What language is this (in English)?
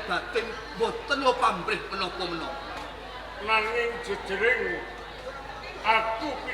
Javanese